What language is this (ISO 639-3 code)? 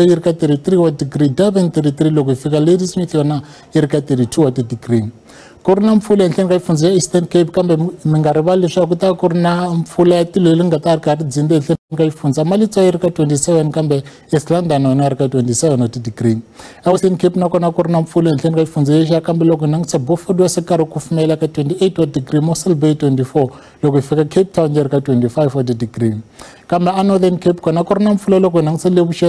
tso